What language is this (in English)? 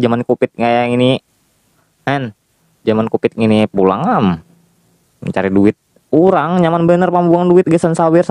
Banjar